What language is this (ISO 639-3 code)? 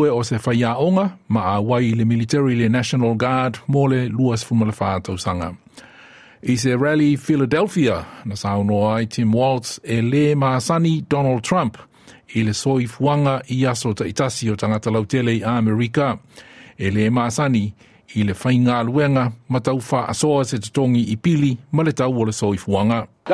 smo